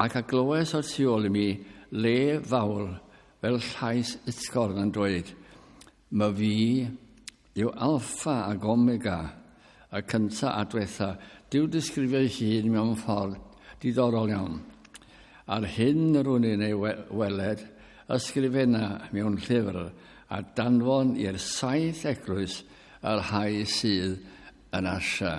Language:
Welsh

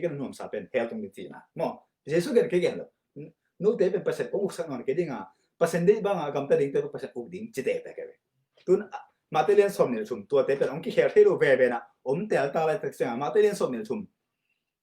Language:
Tedim Chin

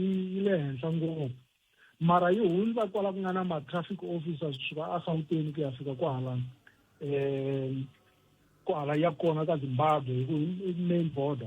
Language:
Tsonga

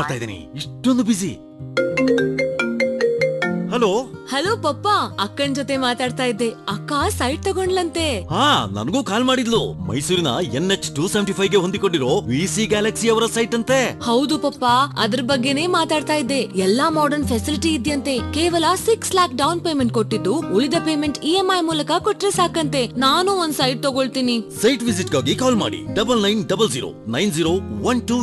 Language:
Kannada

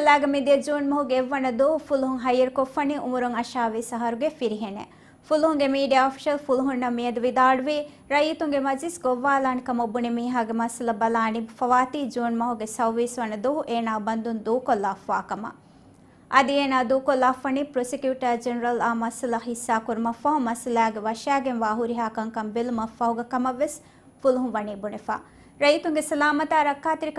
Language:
Divehi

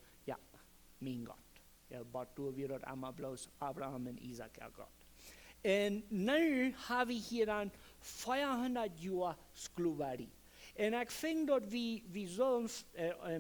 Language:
Plautdietsch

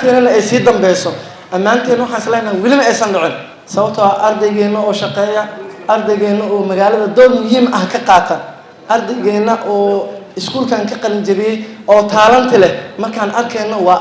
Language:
Somali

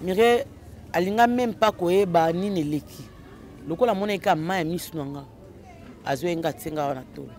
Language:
Lingala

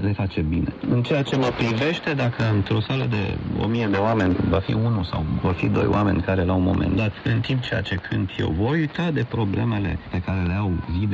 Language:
Romanian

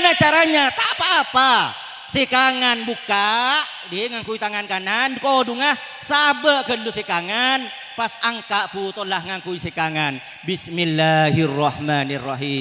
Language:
Madurese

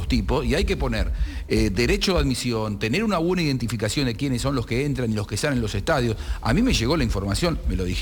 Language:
Spanish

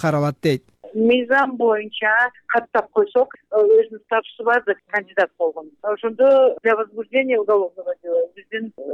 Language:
Kyrgyz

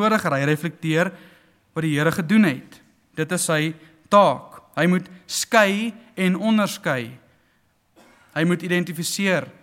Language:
Afrikaans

